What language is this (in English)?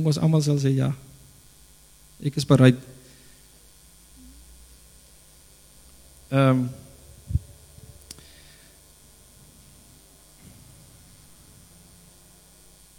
Afrikaans